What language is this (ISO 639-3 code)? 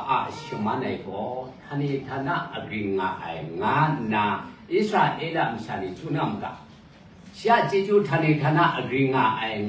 kac